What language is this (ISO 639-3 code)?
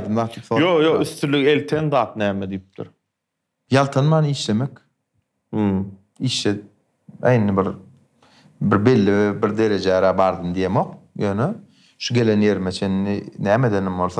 tuk